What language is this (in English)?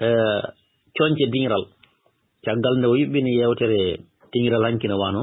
Fula